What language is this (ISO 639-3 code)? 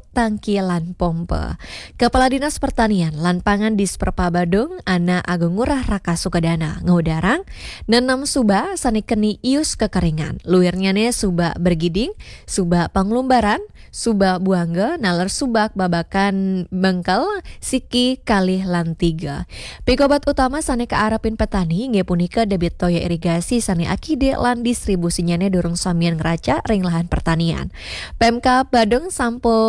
ban